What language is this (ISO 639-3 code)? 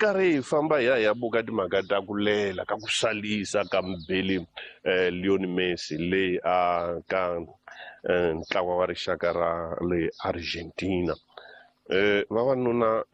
tso